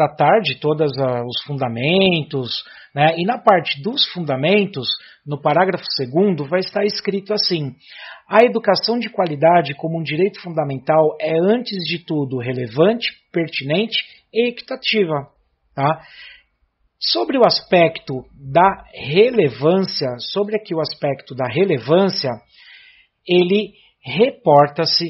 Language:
Portuguese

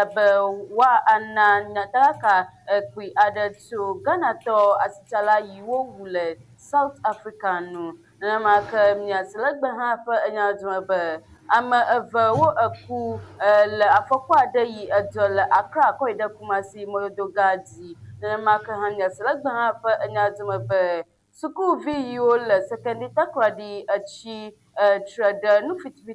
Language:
Ewe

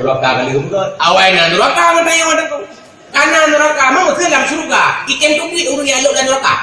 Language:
Achinese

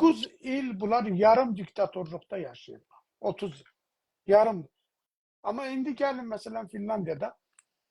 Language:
South Azerbaijani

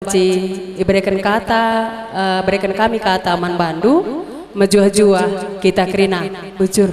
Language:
Batak Karo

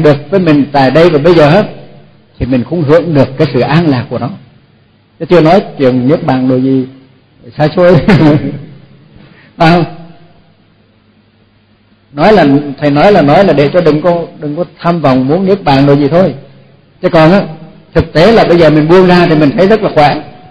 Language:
Vietnamese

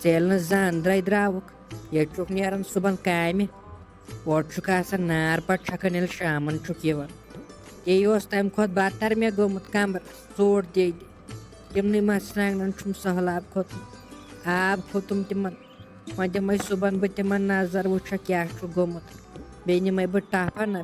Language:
Kashmiri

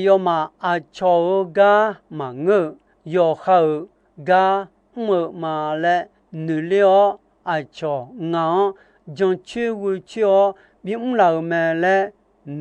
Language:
Akha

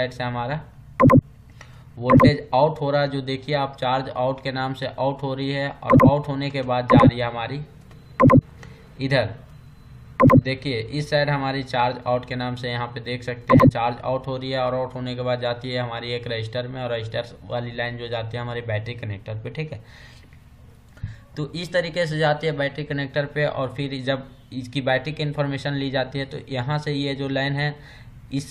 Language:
Hindi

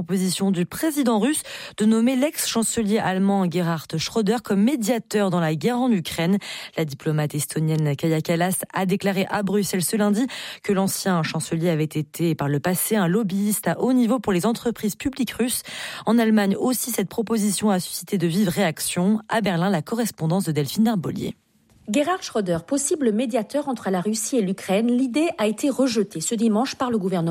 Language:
French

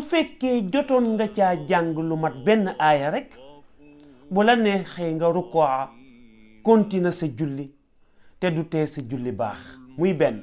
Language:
Wolof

